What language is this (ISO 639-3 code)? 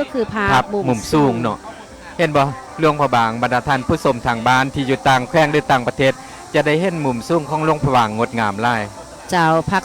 lao